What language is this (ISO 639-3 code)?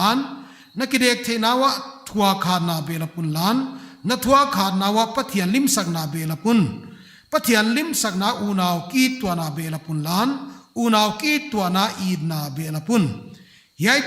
pck